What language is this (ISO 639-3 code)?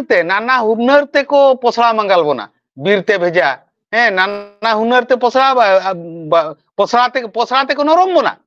sat